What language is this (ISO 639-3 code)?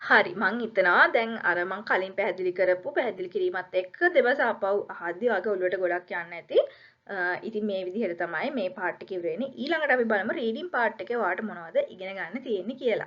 sin